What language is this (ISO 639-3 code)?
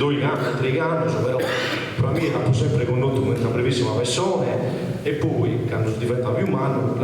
srd